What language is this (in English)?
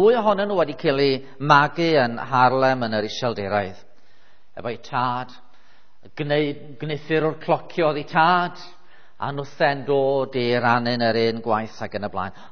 Welsh